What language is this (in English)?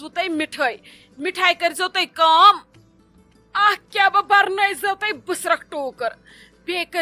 Kashmiri